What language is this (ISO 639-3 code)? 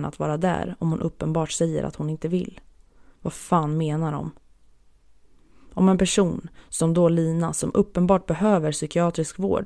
swe